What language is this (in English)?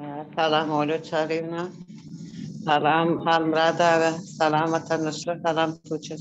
Turkmen